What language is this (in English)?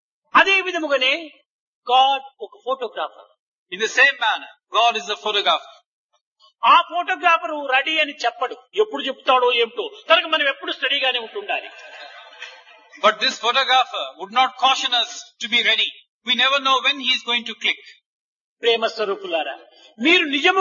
Telugu